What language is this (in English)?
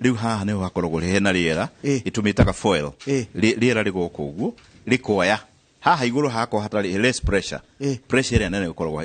Kikuyu